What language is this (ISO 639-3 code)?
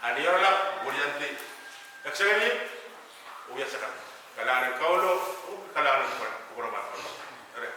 pon